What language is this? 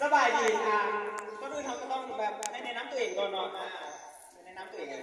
Lao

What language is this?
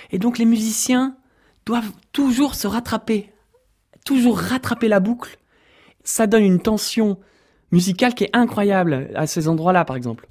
French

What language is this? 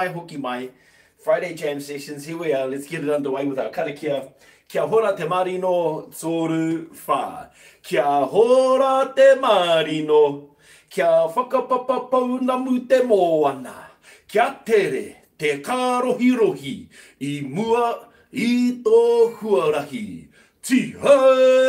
Māori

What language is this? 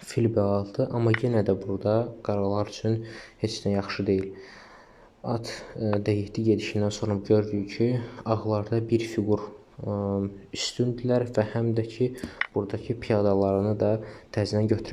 Azerbaijani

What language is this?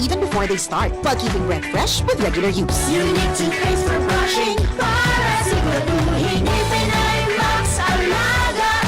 Bikol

